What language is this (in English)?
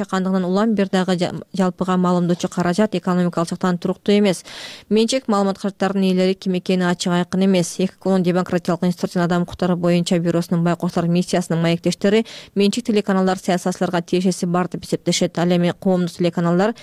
Kyrgyz